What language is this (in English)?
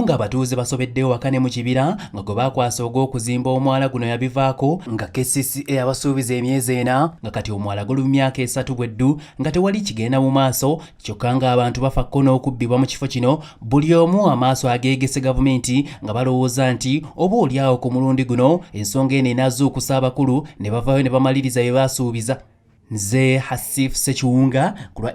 Ganda